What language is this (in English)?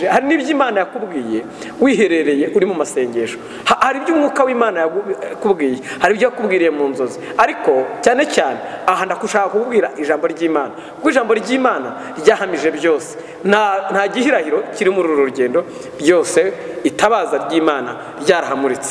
Kinyarwanda